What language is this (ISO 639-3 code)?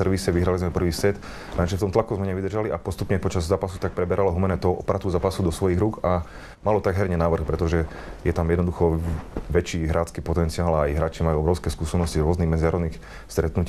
slk